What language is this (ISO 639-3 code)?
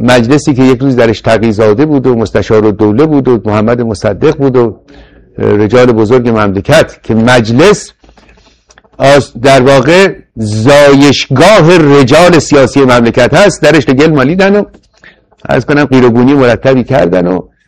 fas